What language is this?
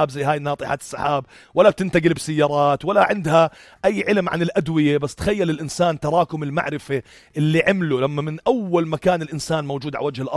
North Levantine Arabic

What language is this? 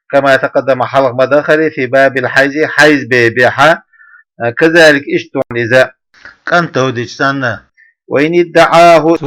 Chechen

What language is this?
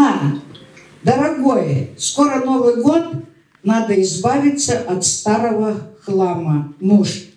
Russian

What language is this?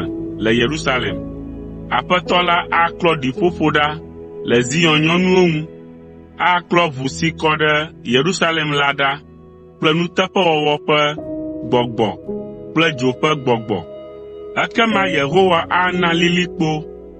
Ewe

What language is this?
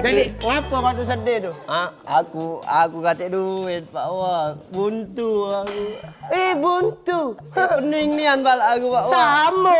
Musi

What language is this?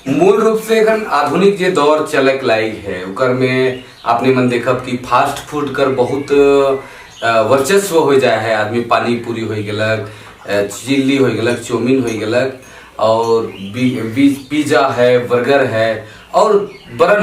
Sadri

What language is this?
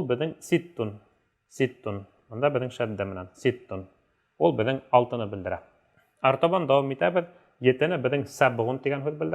Bashkir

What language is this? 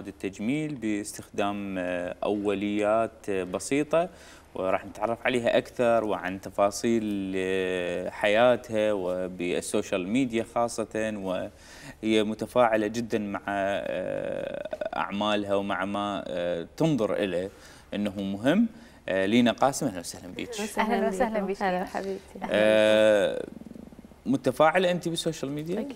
Mesopotamian Arabic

